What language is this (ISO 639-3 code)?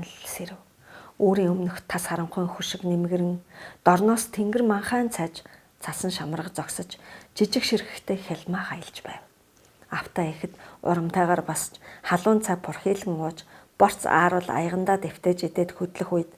mon